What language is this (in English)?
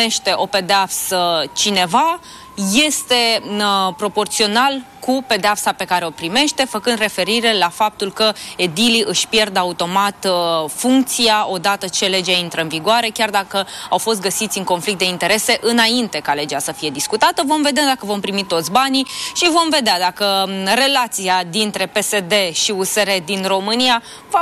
Romanian